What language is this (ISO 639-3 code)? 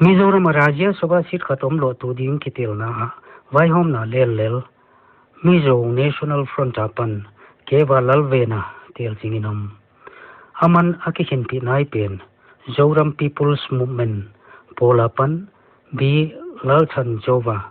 pck